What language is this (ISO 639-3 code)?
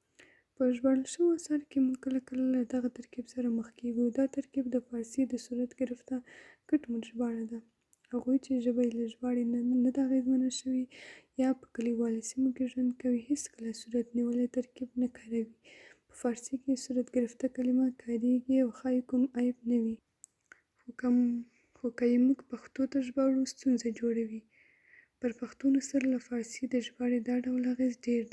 pus